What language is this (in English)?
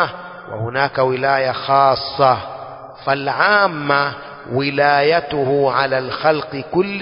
Swahili